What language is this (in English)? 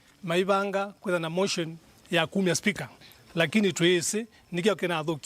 Kamba